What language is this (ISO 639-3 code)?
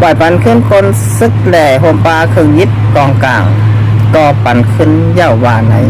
shn